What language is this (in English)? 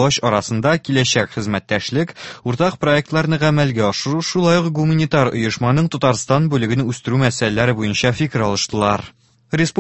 Tatar